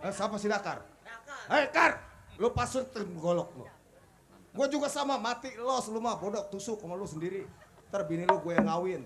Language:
Betawi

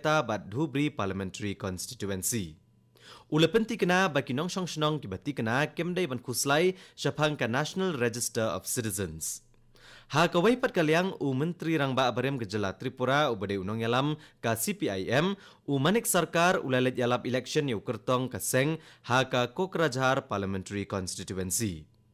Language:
Khasi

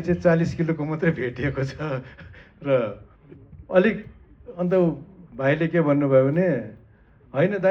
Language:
Nepali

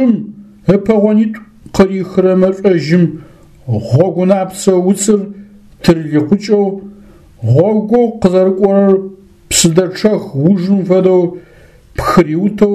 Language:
Adyghe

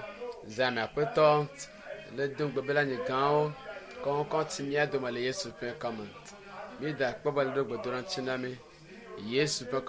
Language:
Ewe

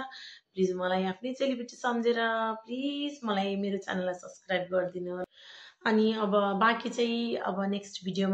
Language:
Nepali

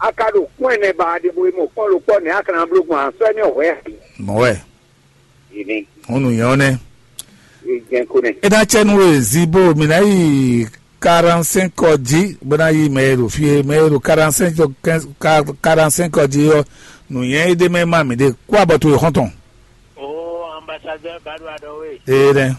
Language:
Fon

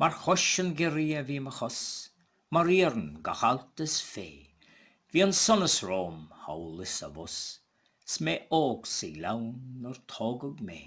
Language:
Irish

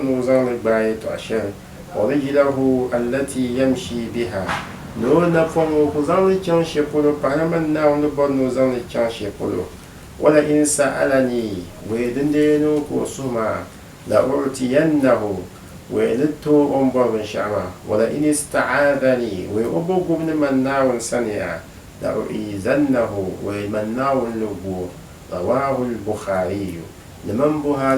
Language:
Dagbani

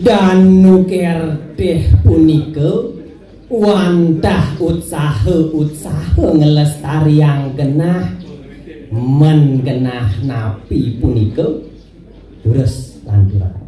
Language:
Balinese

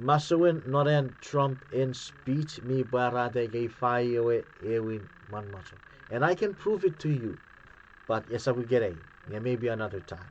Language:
Chuukese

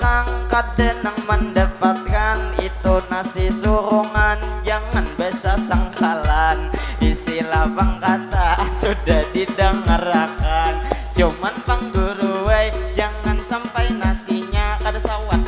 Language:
Banjar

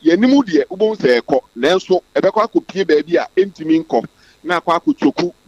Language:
Akan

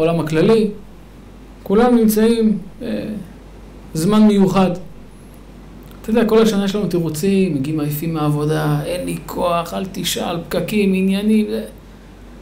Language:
Hebrew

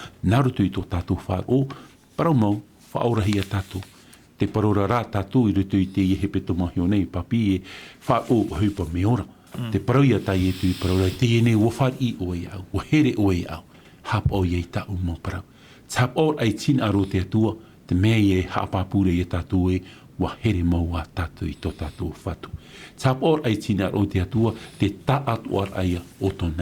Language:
Tahitian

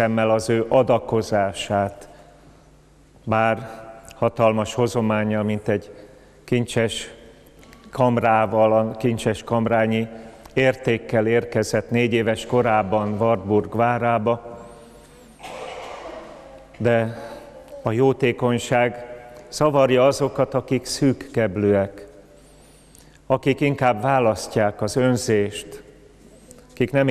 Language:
Hungarian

